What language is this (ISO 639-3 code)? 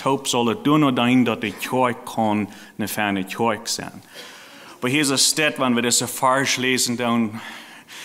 pdt